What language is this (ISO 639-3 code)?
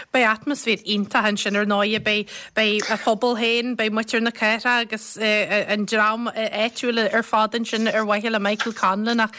gle